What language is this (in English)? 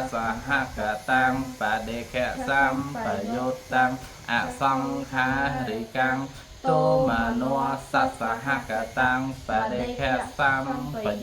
Khmer